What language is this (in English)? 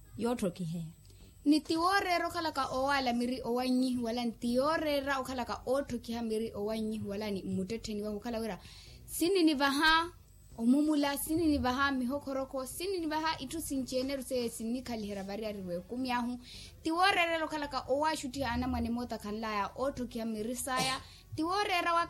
Makhuwa